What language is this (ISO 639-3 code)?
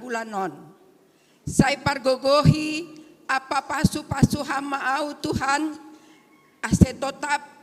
bts